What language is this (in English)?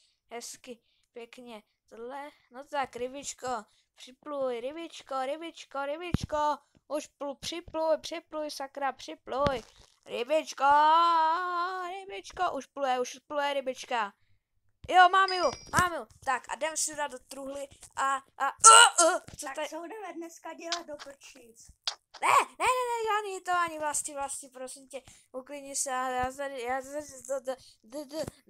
Czech